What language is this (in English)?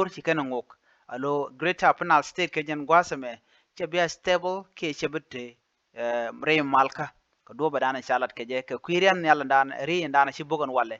Nuer